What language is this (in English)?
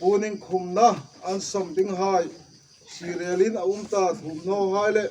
Hmar